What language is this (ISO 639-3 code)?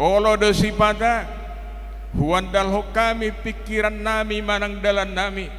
bbc